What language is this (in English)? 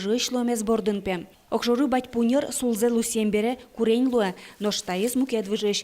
Udmurt